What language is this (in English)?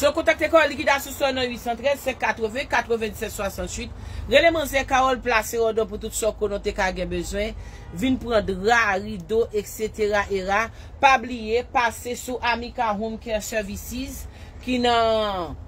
Haitian Creole